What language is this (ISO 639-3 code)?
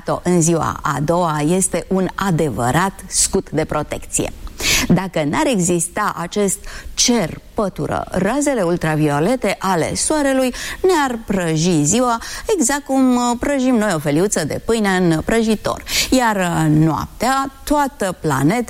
ron